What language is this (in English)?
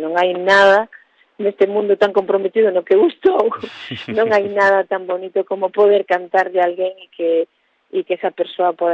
Galician